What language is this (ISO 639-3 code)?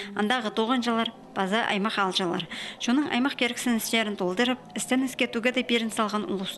kjh